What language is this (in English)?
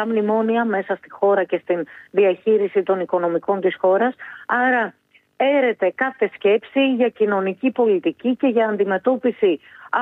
Greek